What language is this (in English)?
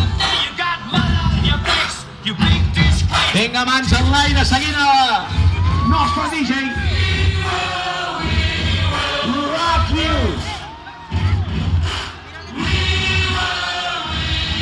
Catalan